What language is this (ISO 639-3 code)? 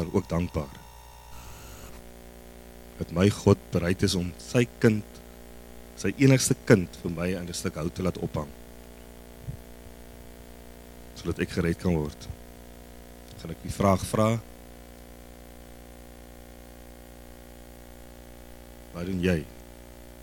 afr